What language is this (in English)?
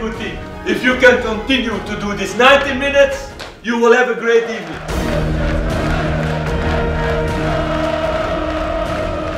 Dutch